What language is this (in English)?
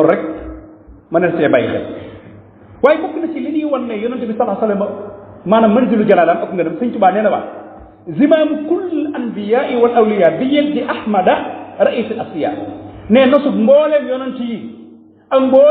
Wolof